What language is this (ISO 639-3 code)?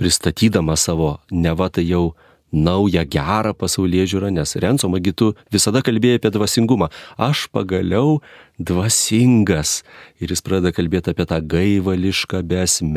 lit